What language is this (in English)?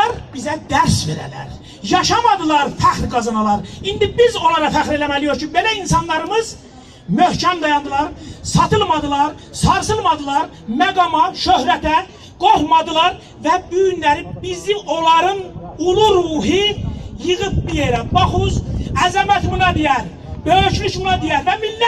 South Azerbaijani